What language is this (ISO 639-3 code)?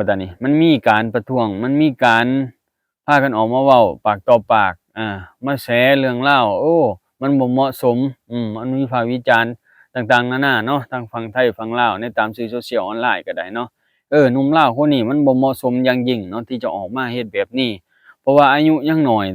lao